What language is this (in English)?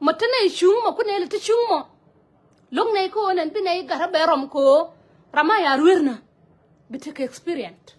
Nuer